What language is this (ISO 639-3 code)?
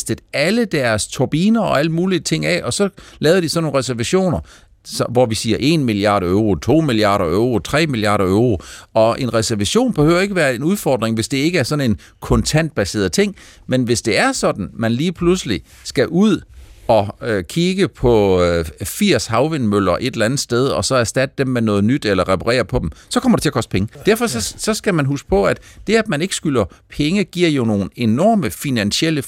dan